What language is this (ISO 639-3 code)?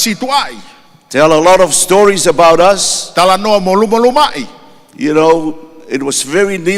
ton